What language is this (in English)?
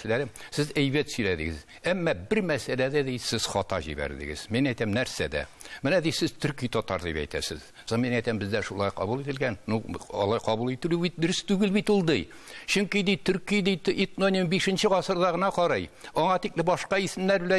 Tatar